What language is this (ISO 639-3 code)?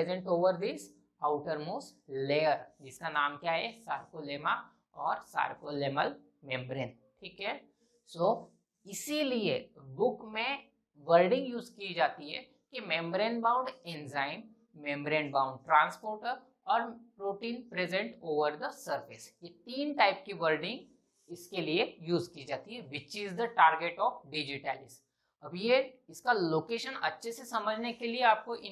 hin